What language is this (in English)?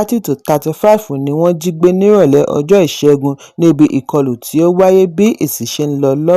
Yoruba